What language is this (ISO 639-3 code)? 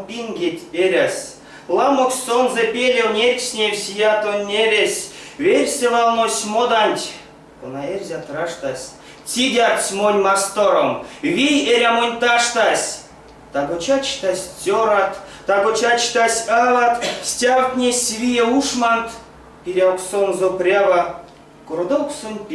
myv